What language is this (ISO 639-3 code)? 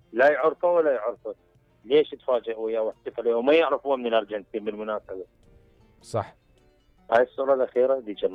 acm